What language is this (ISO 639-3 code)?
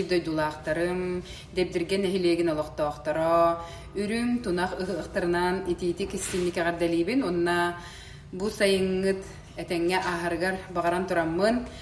sah